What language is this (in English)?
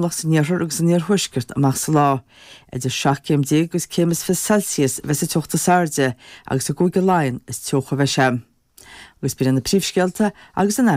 Irish